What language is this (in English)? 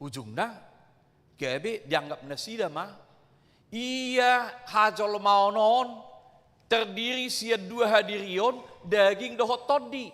Batak Toba